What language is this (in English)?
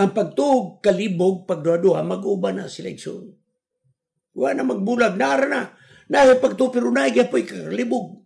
Cebuano